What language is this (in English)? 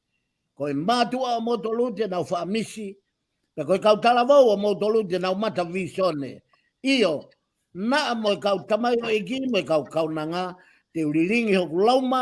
Tongan